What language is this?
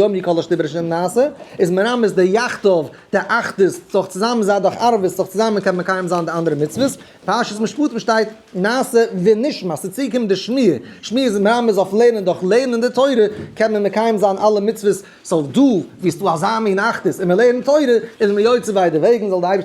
Yiddish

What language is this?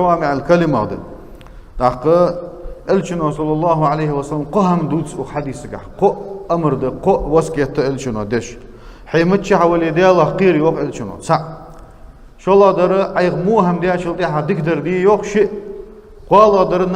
Ingush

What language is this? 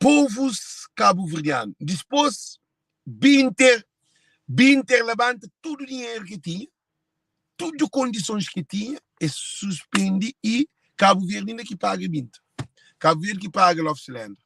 Kabuverdianu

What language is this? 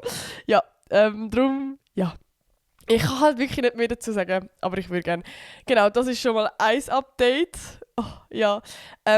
Swiss German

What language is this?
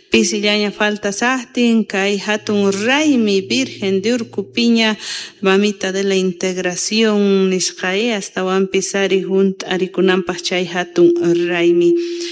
South Bolivian Quechua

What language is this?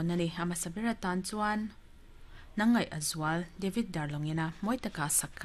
Mizo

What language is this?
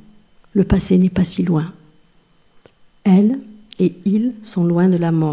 French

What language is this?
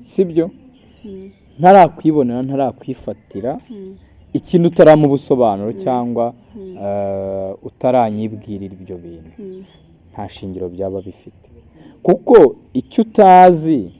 Kinyarwanda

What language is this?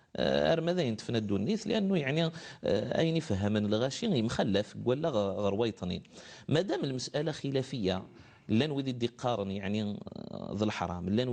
Kabyle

